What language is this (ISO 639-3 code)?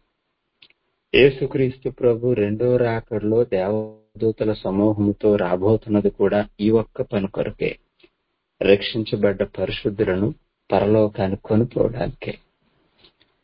tel